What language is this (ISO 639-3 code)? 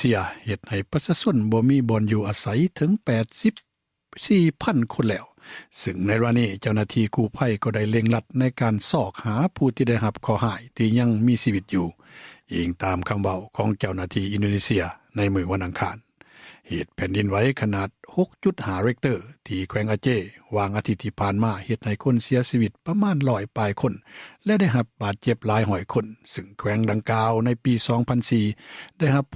lao